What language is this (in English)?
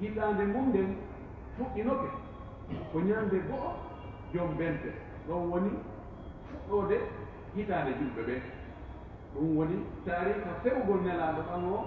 Pular